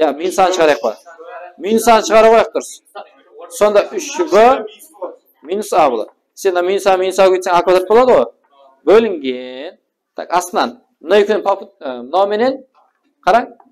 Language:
Kara-Kalpak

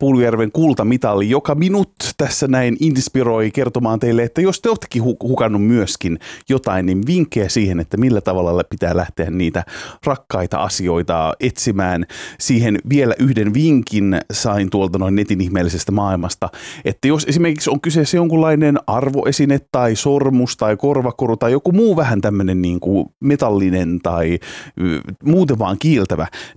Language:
Finnish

